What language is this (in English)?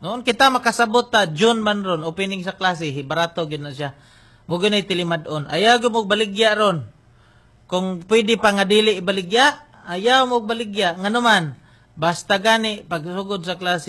Cebuano